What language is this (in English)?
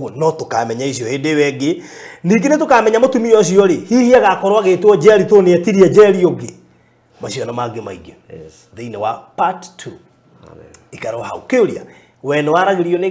Kikuyu